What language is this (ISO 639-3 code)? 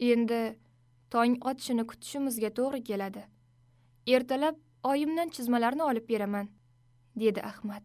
uzb